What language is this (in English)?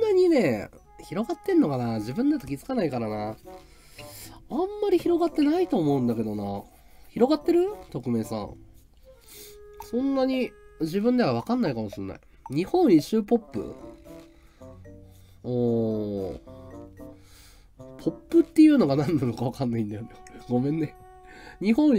Japanese